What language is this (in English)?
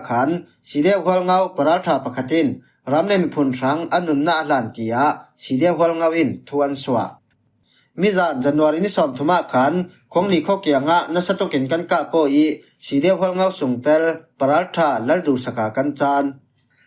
Falam Chin